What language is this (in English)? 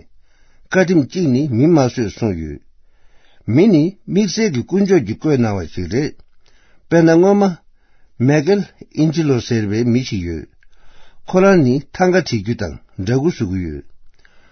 Tibetan